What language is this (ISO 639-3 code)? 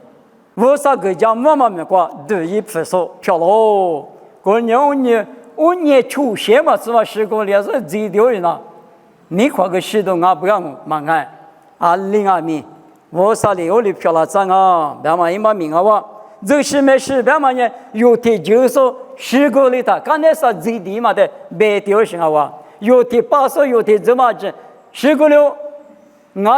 lis